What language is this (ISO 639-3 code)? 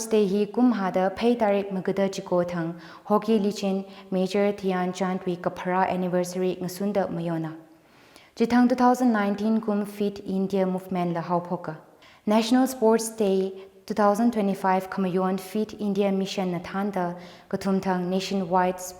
nmf